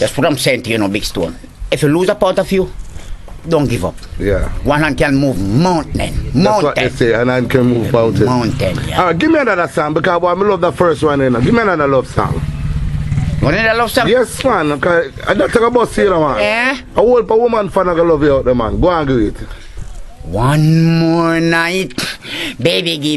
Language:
Jamaican Creole English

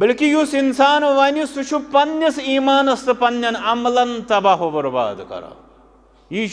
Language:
Kashmiri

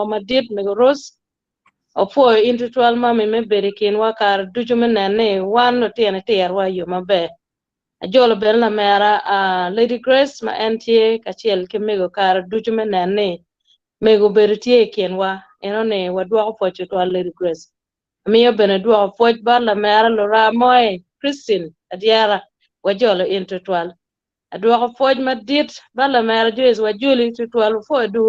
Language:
Acoli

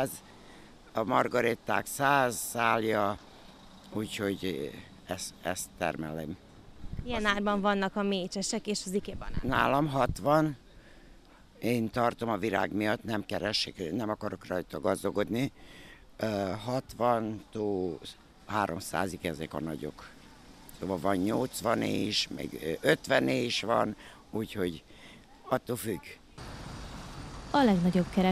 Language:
Hungarian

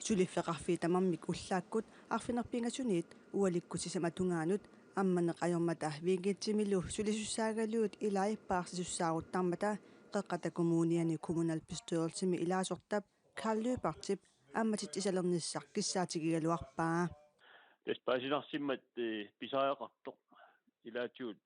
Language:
Kalaallisut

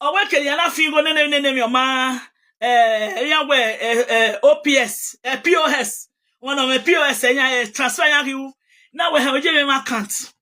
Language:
Nigerian Pidgin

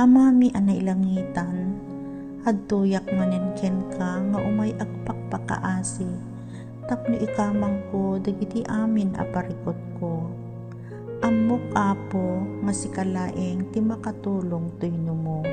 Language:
Iloko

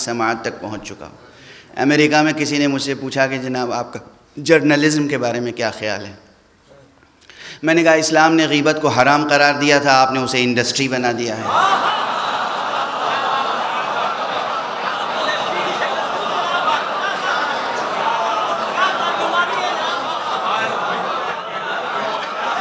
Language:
Urdu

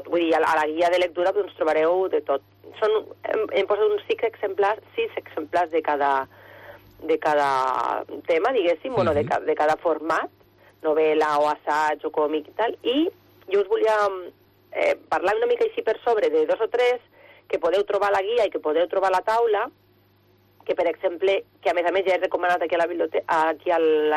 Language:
Catalan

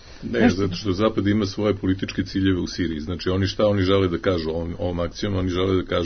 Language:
Serbian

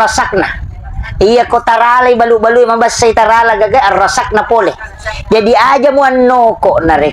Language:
Buginese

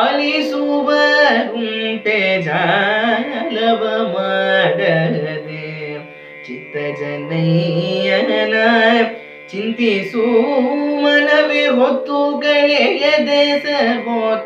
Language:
Kannada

